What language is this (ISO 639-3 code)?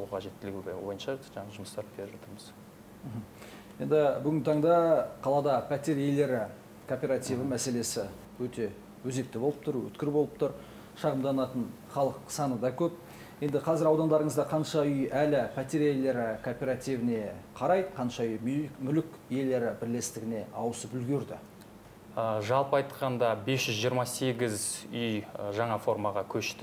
kaz